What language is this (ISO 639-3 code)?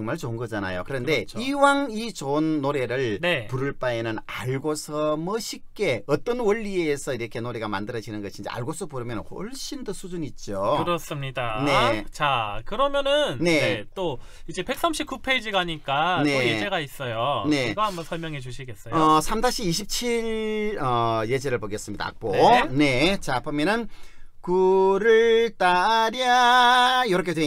kor